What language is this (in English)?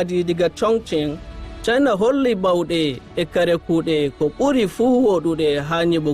Nigerian Fulfulde